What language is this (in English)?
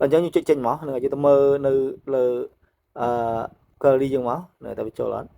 Khmer